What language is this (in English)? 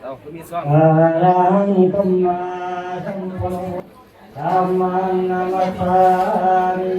Northeastern Thai